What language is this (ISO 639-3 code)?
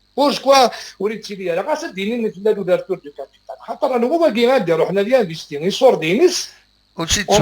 kab